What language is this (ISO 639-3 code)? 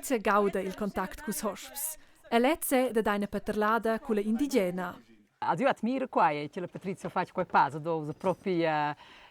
roh